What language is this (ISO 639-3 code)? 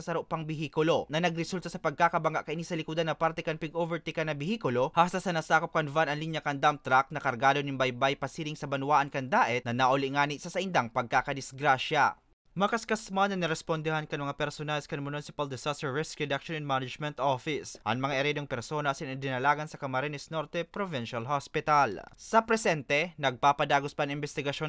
bik